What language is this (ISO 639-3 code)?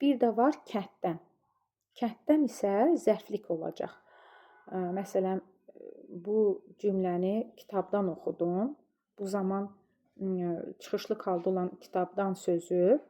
aze